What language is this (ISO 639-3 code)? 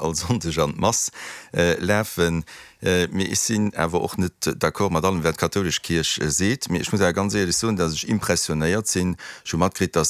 ltz